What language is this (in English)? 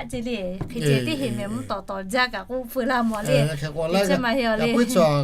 Lahu